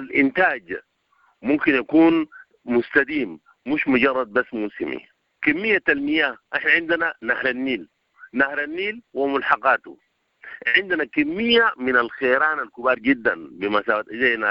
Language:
Sudanese Arabic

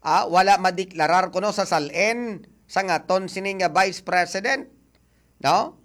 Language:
Hiligaynon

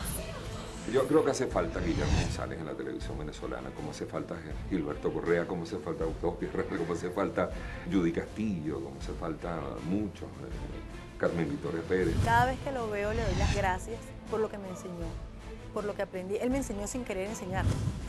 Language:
Spanish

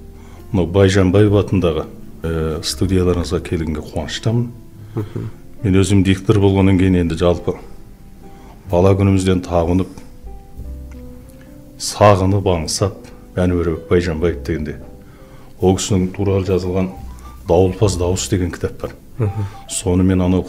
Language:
Kazakh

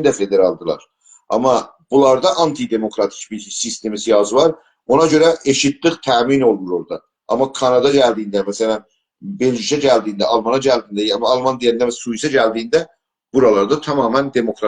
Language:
South Azerbaijani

